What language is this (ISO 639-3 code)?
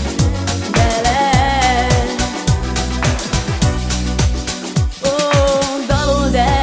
hun